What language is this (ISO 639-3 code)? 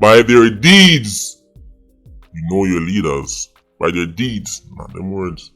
jam